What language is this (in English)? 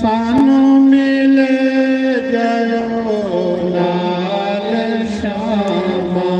Dogri